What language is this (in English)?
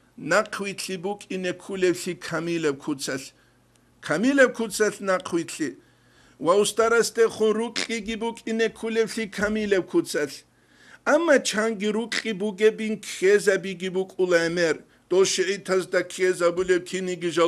Avaric